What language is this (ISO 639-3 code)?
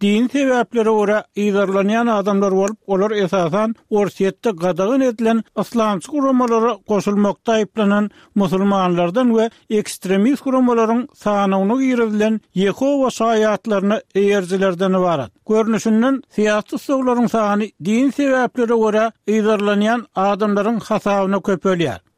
tuk